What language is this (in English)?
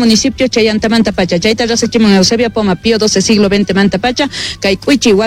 South Bolivian Quechua